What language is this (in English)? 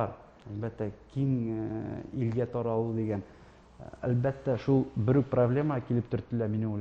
Tatar